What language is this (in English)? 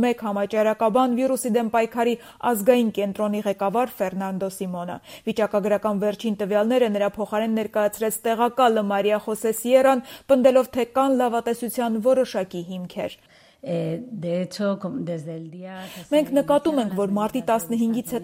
Armenian